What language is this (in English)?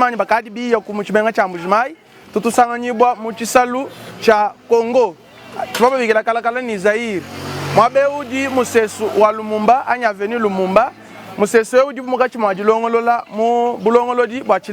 Luba-Lulua